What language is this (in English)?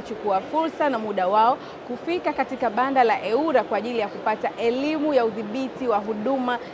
Swahili